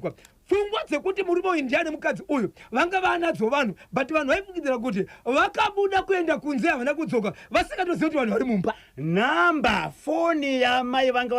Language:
Shona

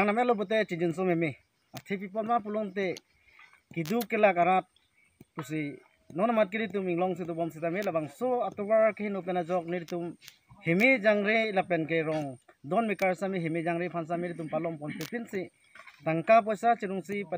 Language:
Karbi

